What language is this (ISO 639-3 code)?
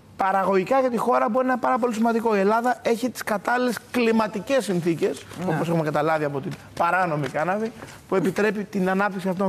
ell